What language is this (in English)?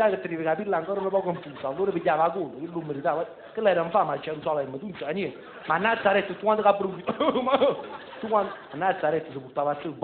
Neapolitan